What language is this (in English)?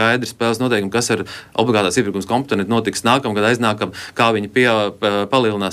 Latvian